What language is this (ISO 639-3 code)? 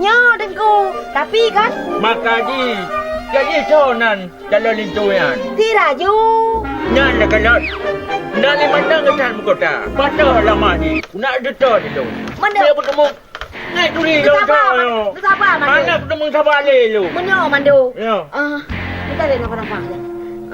ace